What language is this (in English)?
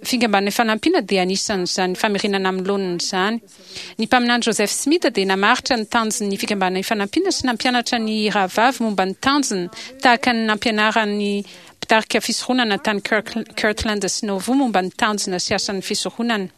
Malagasy